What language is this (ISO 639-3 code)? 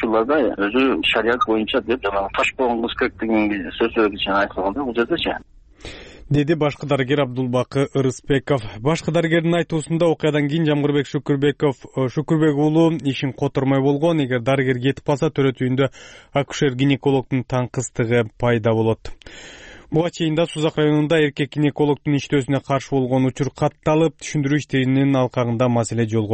kir